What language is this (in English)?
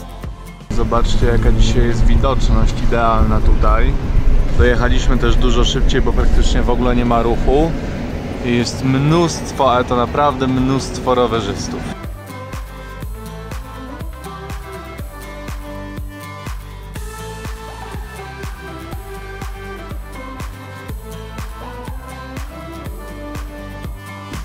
Polish